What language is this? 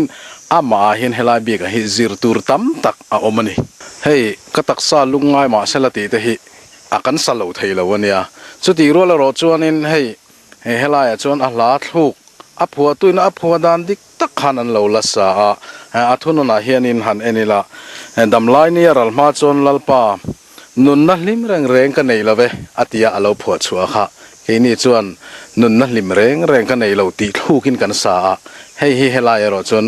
Mizo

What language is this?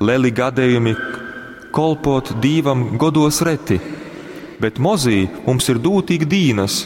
Latgalian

